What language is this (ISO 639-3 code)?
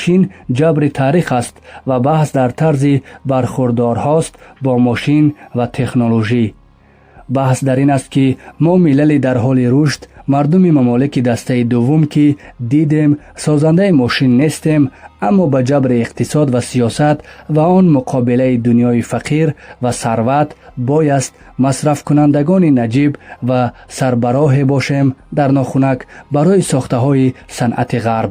tgk